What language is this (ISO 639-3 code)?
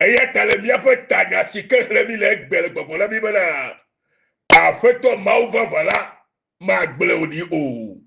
ewe